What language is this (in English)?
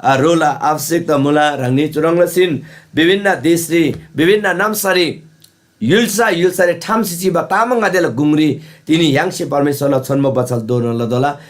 Eastern Tamang